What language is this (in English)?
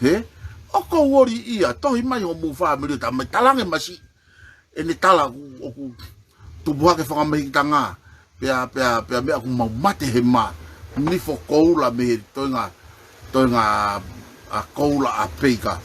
Tongan